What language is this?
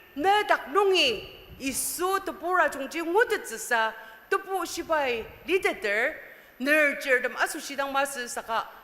Ao Naga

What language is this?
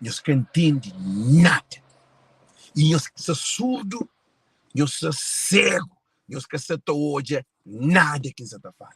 Kabuverdianu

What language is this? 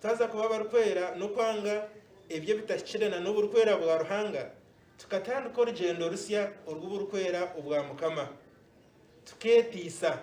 Nyankole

